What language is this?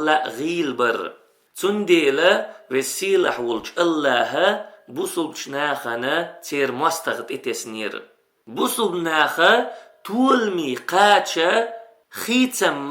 Chechen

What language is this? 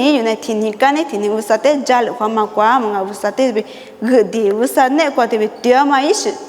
Lisu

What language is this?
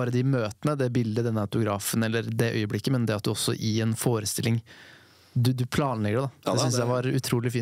Norwegian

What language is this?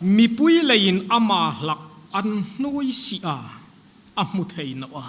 Hmar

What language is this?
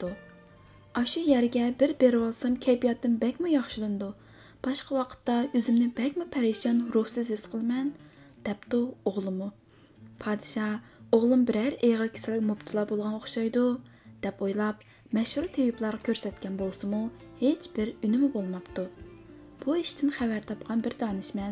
Uyghur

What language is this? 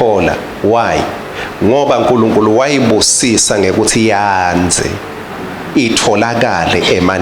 Swati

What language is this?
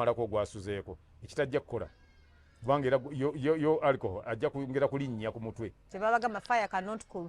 Ganda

